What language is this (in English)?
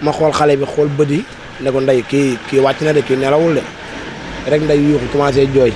Wolof